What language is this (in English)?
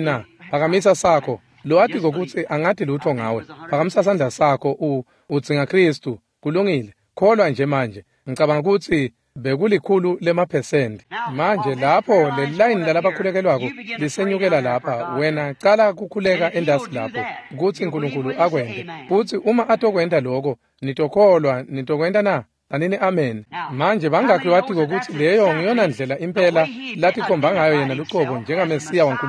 Swati